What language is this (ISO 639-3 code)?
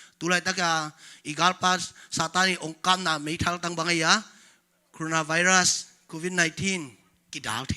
ctd